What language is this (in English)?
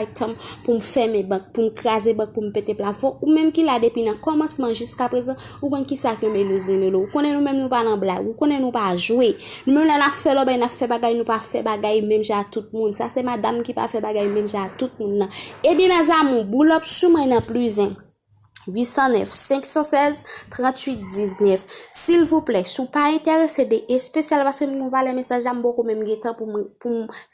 Haitian Creole